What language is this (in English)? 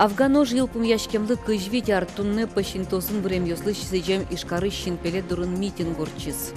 Udmurt